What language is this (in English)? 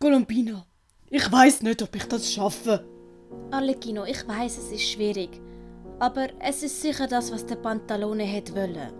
Swiss German